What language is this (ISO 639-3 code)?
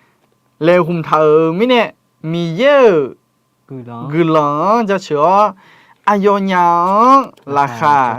ahk